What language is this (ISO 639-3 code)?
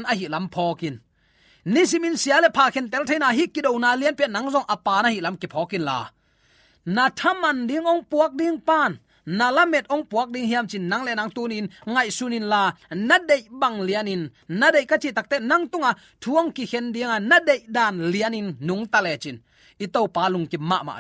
ctd